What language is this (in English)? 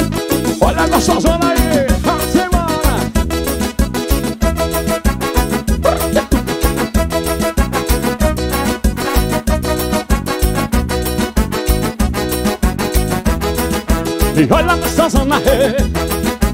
Portuguese